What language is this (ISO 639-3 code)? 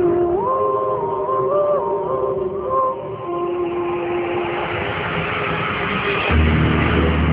ben